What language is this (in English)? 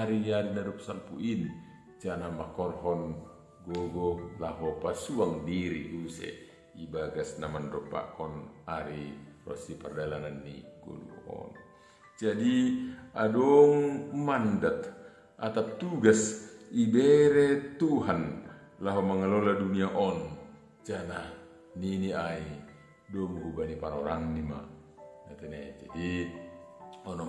Batak Simalungun